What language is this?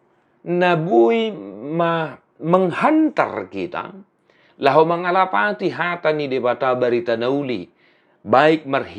Batak Toba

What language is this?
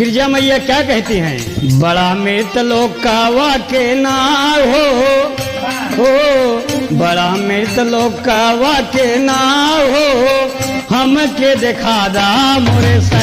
Bhojpuri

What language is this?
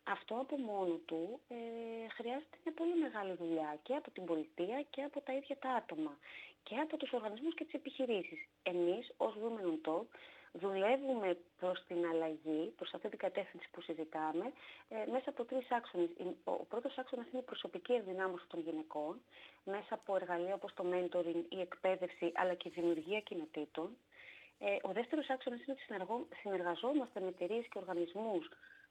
Greek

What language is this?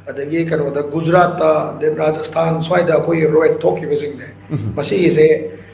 Manipuri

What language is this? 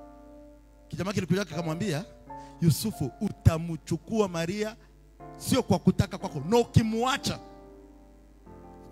Swahili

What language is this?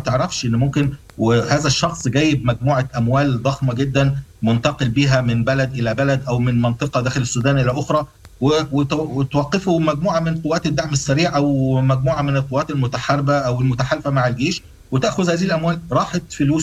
Sudanese Arabic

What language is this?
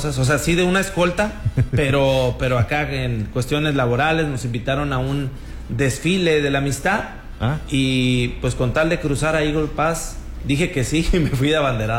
Spanish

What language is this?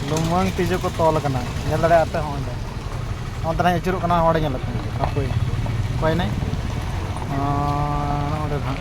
Santali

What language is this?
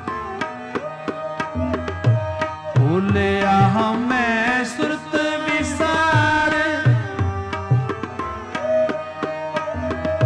Punjabi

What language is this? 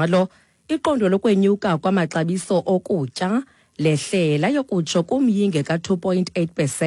Xhosa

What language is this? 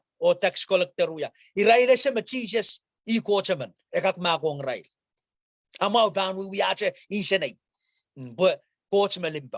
Pohnpeian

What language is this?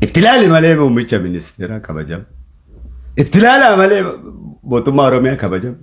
Oromo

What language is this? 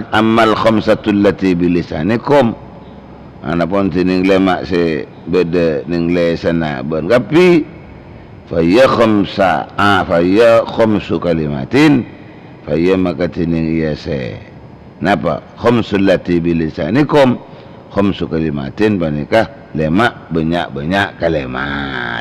Madurese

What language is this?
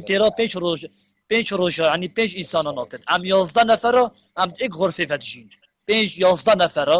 Kurdish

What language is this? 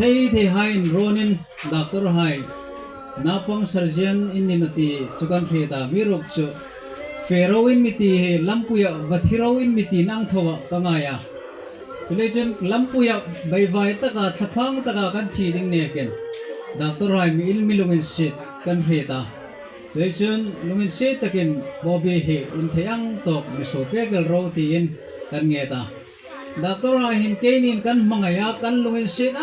Hmar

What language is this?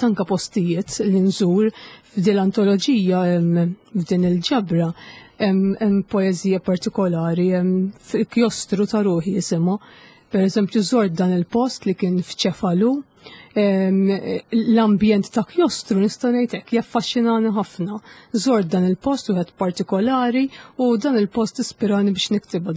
Maltese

